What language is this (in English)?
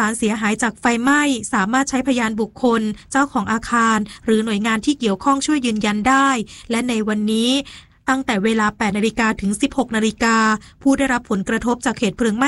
Thai